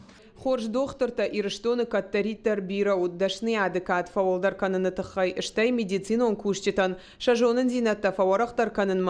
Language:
Ossetic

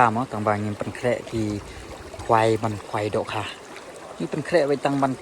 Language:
Khasi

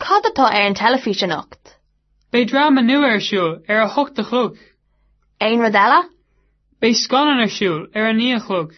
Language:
Irish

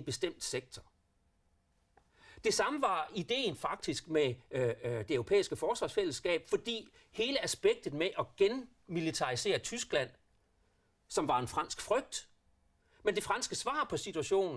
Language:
Danish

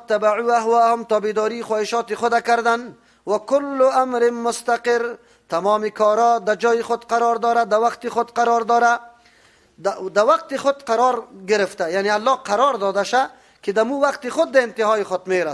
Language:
Persian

